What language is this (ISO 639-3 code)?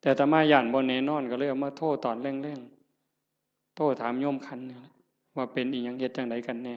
tts